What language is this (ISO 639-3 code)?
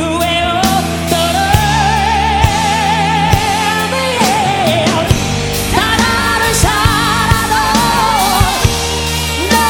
kor